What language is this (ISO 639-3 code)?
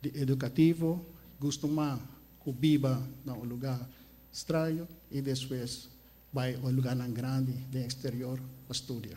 pap